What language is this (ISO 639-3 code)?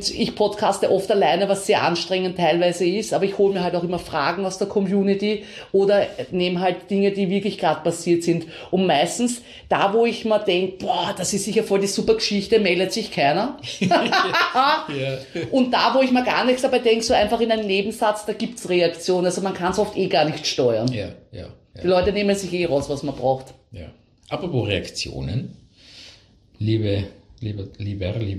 deu